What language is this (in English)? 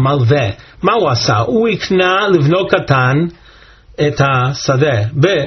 Hebrew